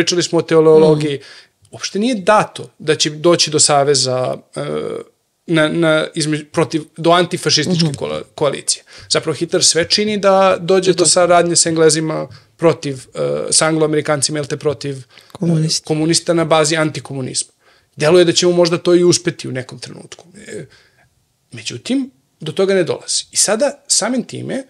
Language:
Serbian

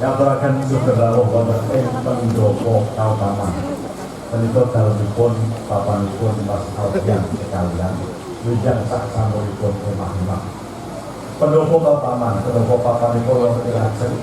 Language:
Javanese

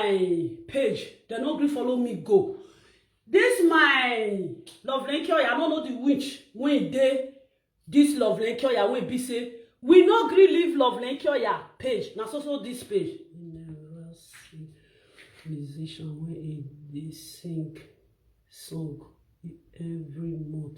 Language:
Nigerian Pidgin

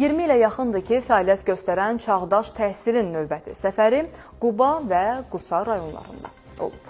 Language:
Azerbaijani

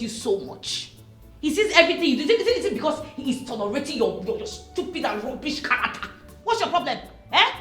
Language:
Nigerian Pidgin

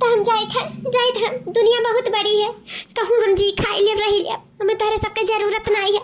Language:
Awadhi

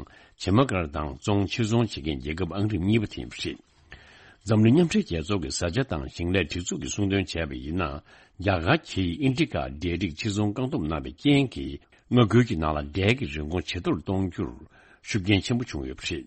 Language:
Tibetan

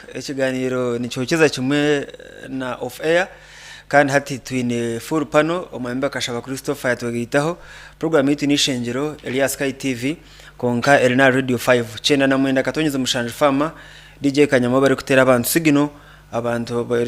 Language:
Nyankole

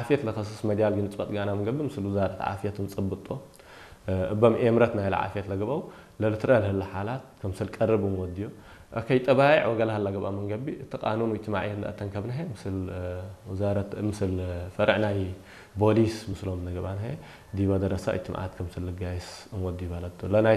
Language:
Tigre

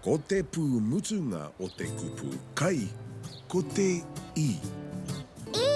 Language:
Māori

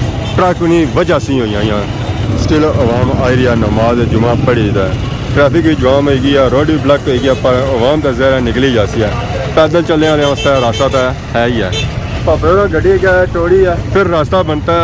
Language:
Pahari-Potwari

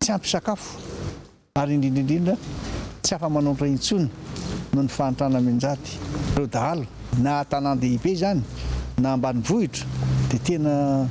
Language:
Malagasy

